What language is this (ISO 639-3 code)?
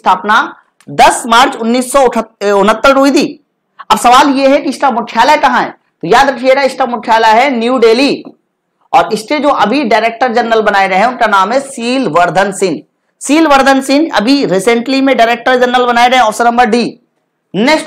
hin